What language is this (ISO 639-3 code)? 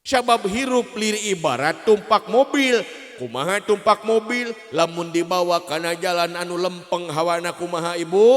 sun